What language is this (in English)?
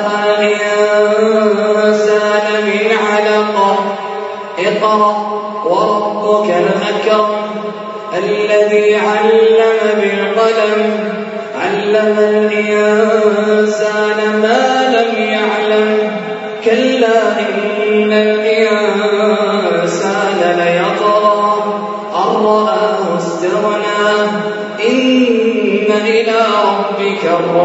Arabic